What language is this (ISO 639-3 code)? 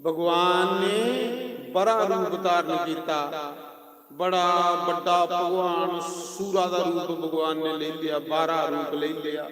doi